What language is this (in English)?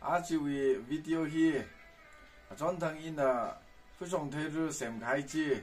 Tangkhul Naga (India)